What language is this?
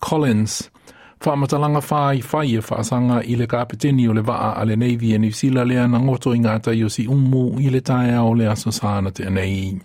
Samoan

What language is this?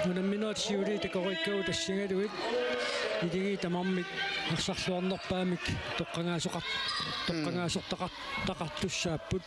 Kalaallisut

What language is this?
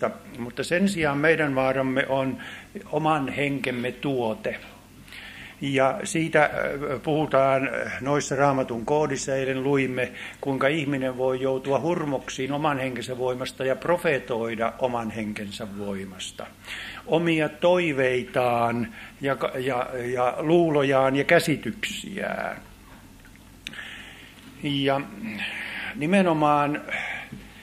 Finnish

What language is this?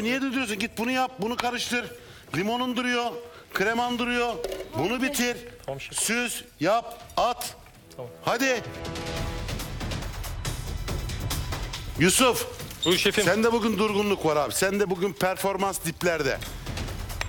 Turkish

